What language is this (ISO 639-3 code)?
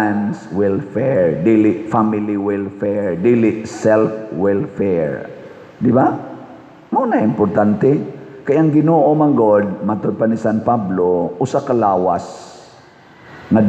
ceb